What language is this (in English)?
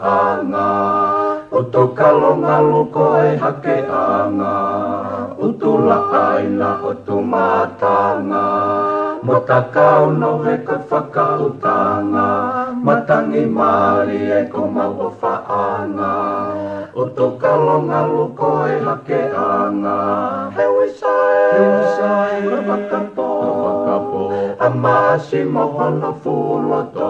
Tongan